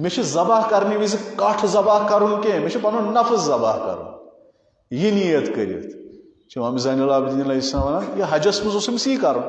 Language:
Kashmiri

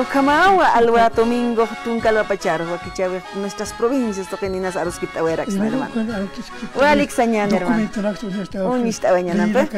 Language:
Aymara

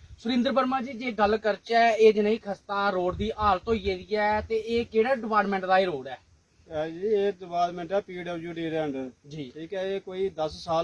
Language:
Dogri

